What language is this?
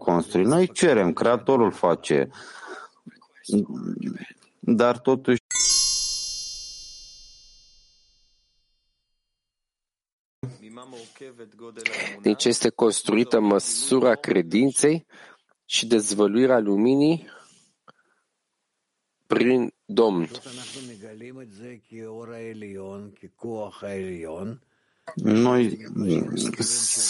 Romanian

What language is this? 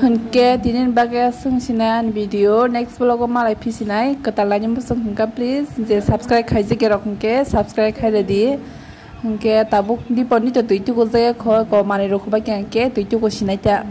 Kok Borok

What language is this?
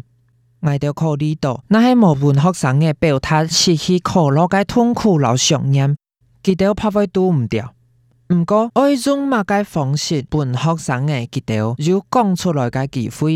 Hakka Chinese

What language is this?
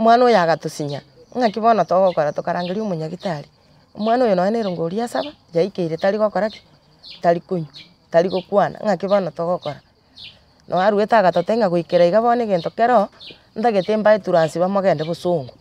Gusii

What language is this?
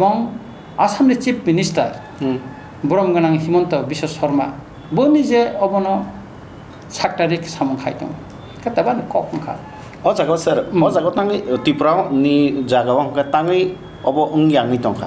Kok Borok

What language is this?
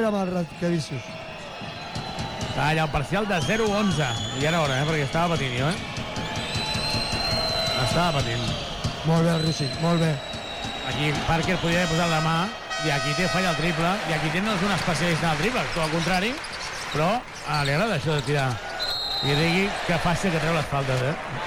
Catalan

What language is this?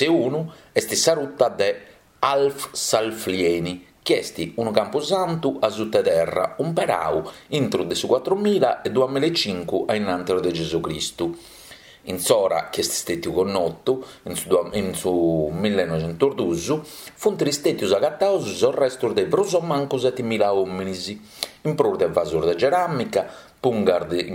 Sardinian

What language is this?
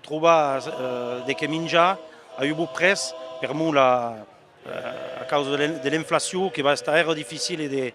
Occitan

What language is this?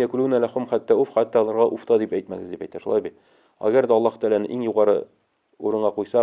Tatar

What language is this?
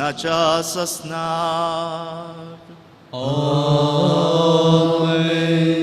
Konkani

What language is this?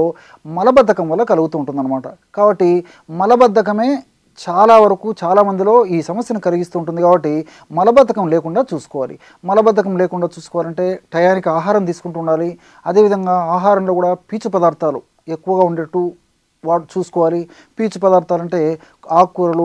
Telugu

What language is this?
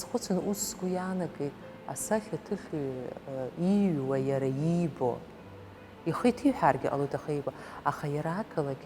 Abkhazian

